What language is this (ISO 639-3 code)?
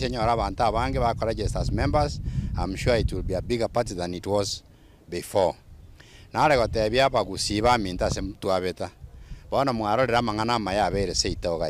guz